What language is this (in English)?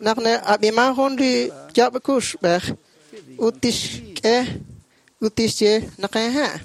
Kekchí